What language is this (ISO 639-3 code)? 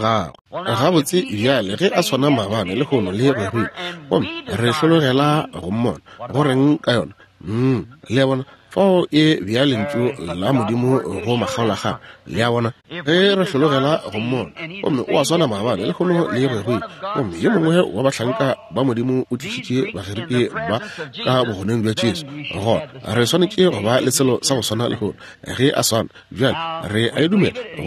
nso